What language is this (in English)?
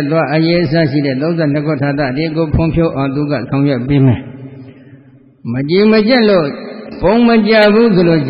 Burmese